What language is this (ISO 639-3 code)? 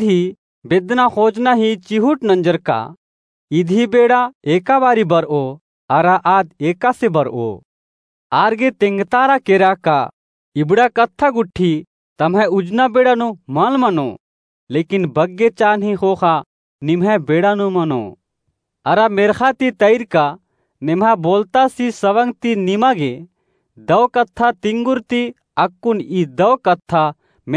kru